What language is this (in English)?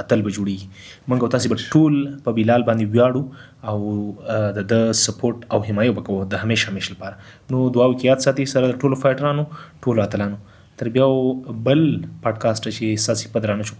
Pashto